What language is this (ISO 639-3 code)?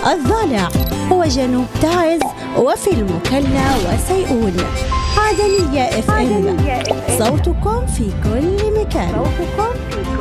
ara